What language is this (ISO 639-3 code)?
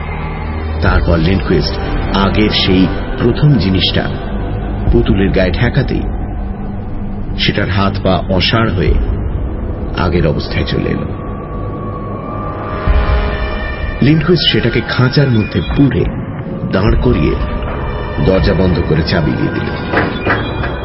ben